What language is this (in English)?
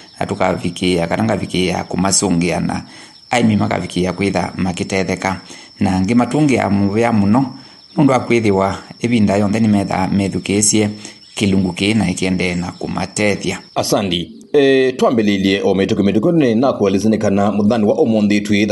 Kamba